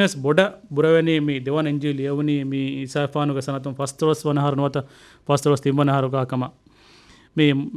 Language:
Divehi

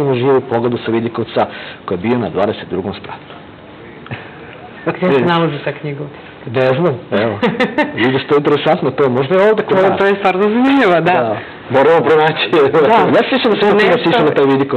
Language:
Serbian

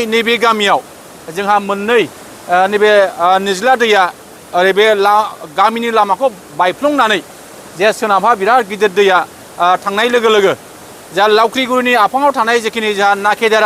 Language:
Bodo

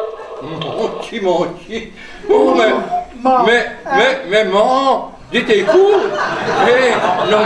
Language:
Picard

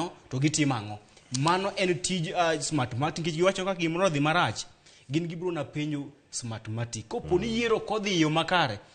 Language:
Luo (Kenya and Tanzania)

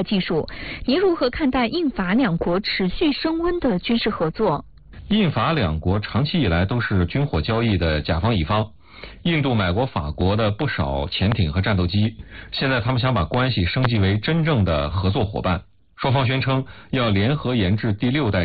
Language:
Chinese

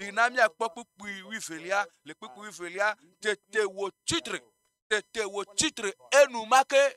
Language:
Ewe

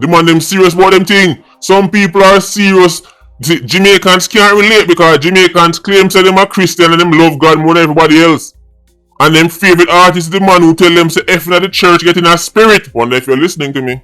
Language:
Jamaican Creole English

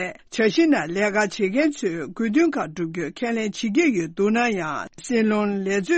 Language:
Tibetan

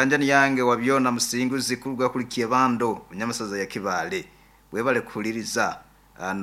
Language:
Nyankole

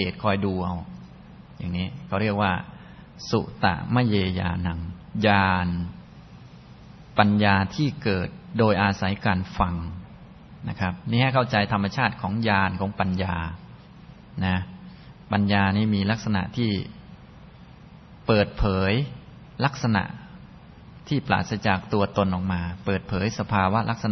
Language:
Thai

